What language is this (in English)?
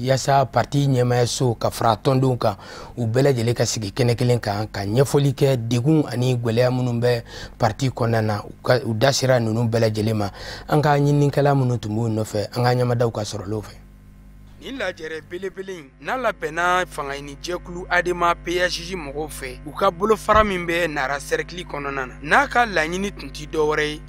Bambara